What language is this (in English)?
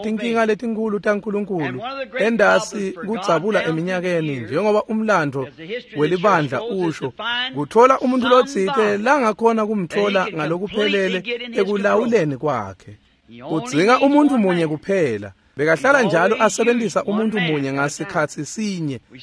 Swati